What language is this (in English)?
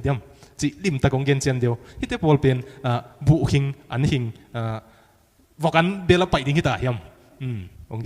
Tedim Chin